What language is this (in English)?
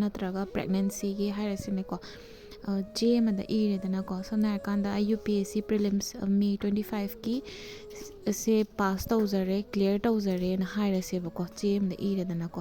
Manipuri